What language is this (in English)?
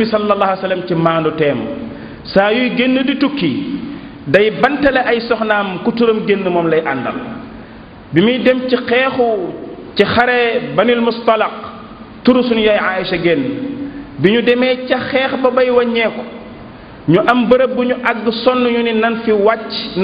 Wolof